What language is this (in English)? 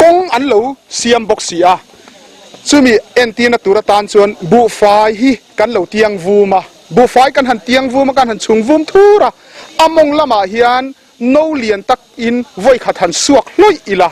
Mizo